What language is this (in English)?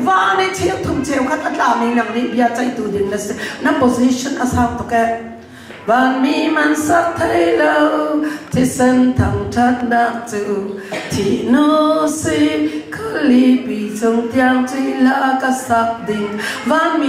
Hakha Chin